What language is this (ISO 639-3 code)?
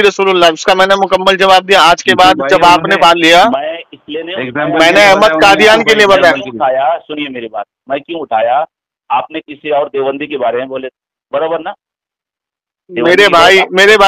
urd